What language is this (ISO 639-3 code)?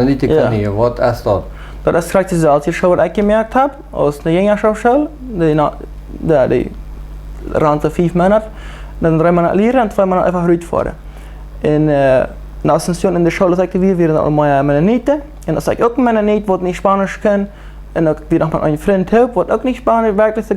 pdt